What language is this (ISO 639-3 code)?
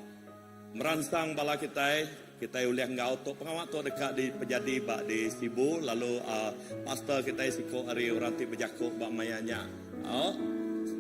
iba